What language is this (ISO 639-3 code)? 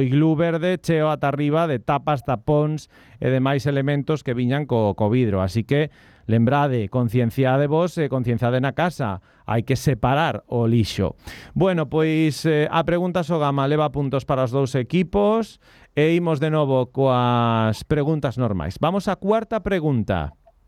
glg